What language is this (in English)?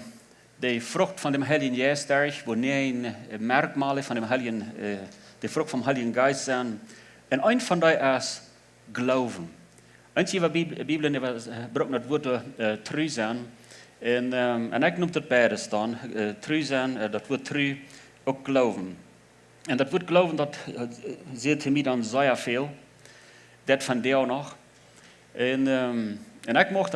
Plautdietsch